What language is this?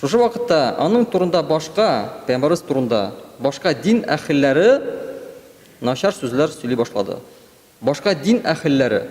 Tatar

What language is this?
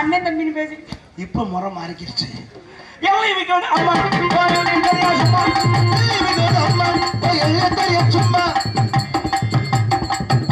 Tamil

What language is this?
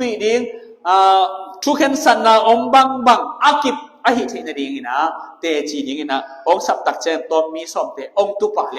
Tedim Chin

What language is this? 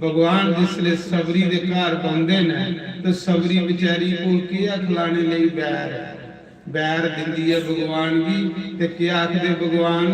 Dogri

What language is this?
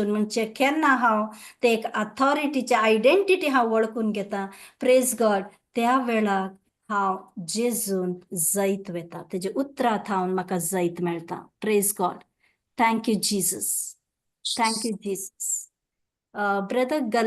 Konkani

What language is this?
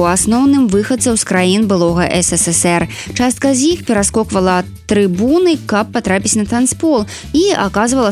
Belarusian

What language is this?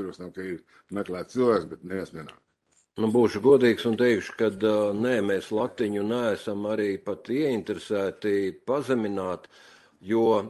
Latvian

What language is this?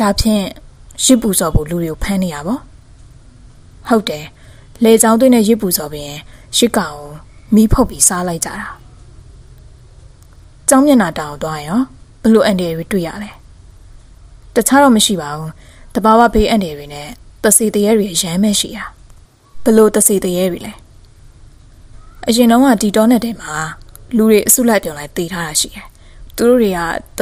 Burmese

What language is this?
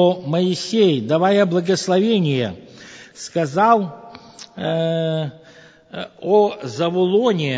Russian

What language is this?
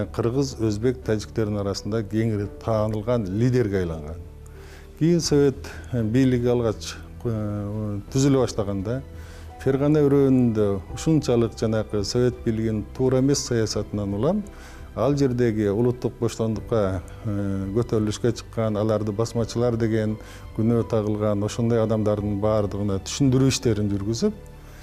Kyrgyz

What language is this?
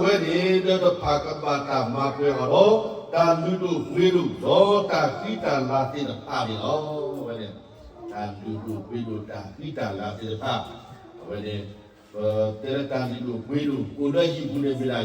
S'gaw Karen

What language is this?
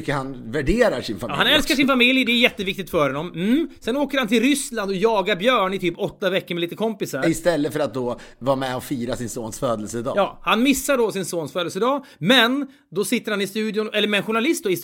Swedish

